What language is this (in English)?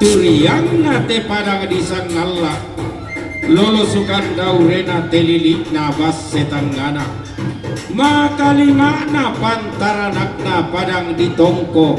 Toraja-Sa'dan